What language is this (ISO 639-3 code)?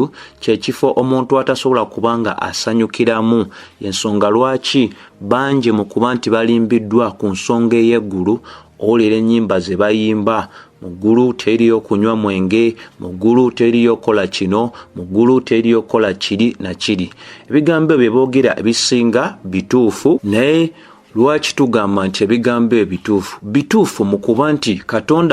lug